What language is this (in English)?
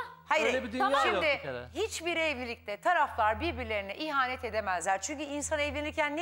Turkish